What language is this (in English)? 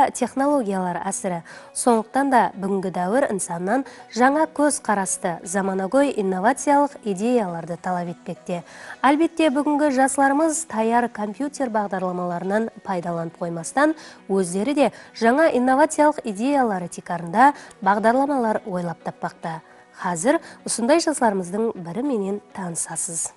Kara-Kalpak